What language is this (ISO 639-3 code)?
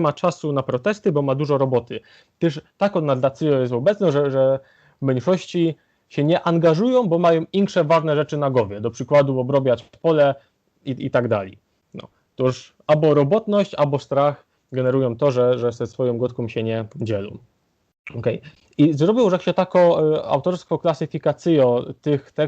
szl